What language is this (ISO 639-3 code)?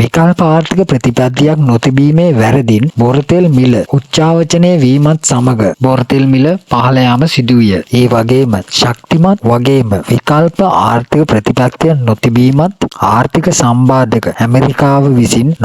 sin